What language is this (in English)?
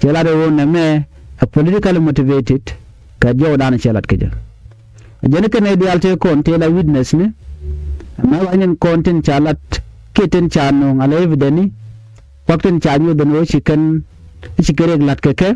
Nuer